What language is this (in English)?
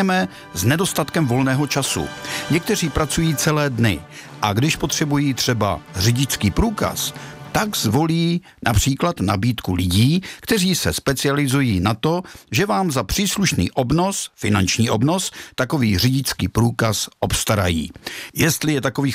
Czech